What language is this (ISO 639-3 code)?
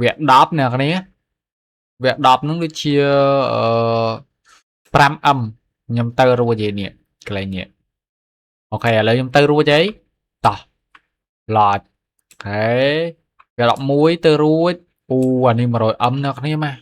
khm